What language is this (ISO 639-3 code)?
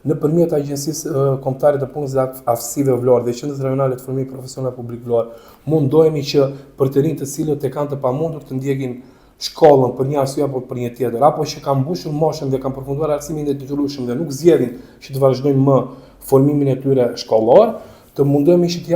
sqi